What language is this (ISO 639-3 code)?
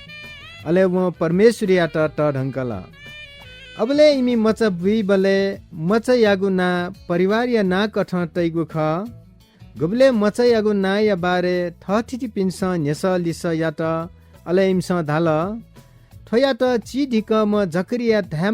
new